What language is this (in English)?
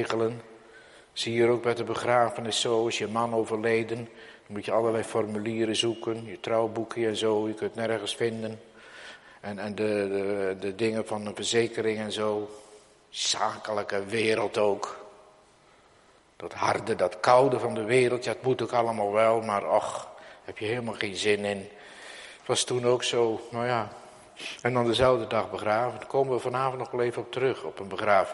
Dutch